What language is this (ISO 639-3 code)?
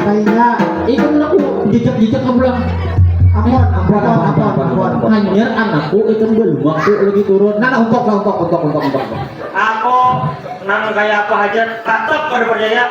bjn